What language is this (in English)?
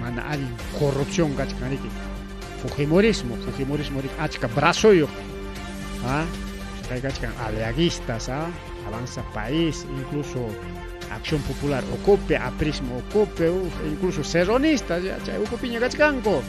Ayacucho Quechua